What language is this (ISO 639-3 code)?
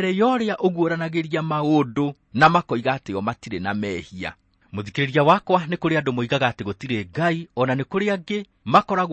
kik